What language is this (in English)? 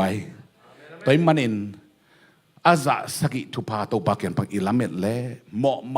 Tedim Chin